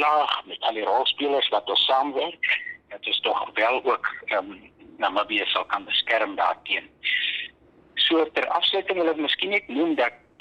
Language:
Afrikaans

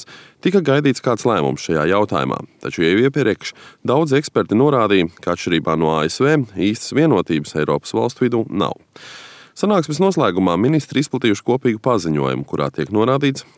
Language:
Latvian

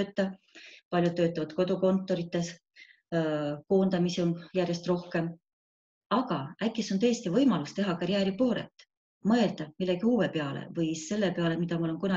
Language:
Estonian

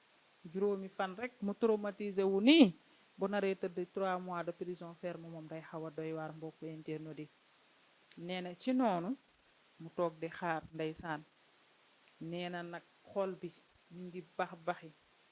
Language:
Wolof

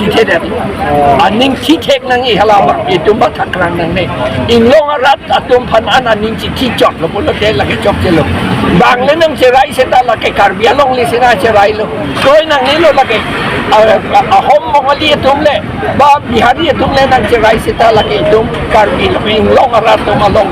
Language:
Karbi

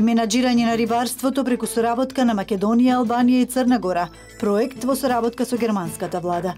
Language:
Macedonian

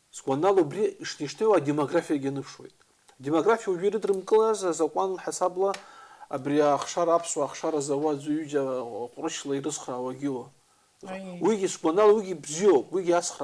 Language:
Abkhazian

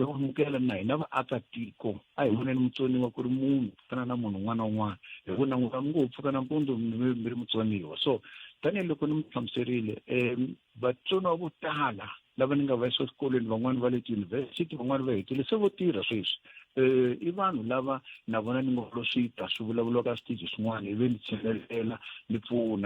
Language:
Tsonga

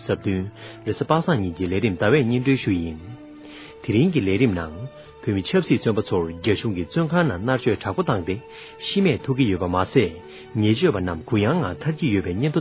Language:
Tibetan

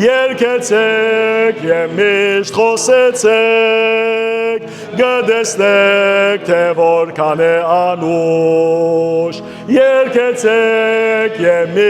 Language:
Western Armenian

